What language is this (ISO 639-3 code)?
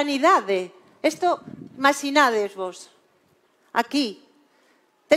glg